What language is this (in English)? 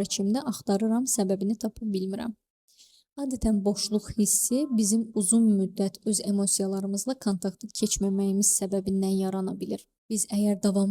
Azerbaijani